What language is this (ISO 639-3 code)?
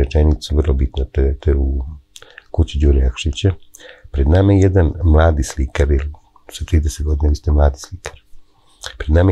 srp